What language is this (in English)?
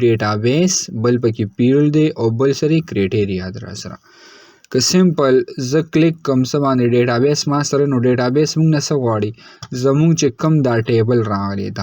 Pashto